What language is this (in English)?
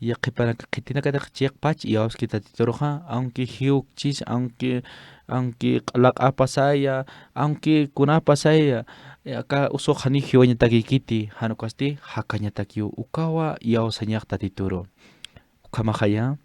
Aymara